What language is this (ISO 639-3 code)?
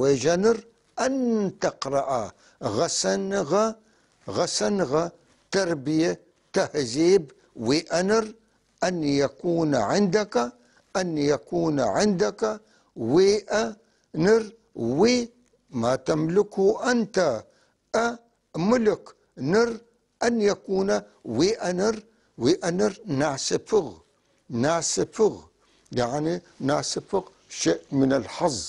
apc